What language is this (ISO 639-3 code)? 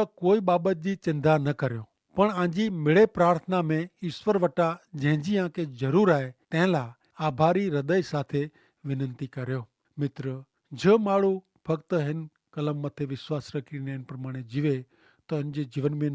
kfr